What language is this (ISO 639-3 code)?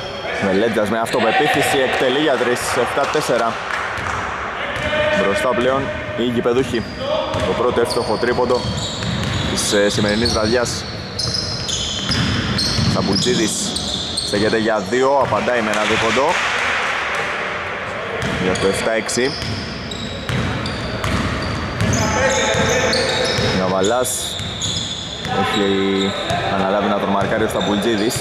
ell